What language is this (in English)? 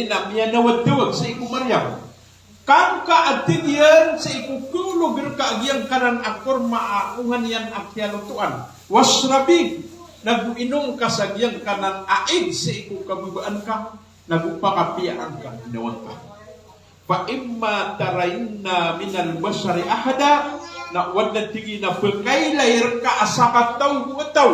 Maranao